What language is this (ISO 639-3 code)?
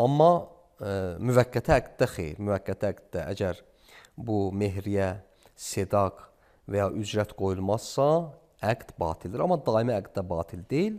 aze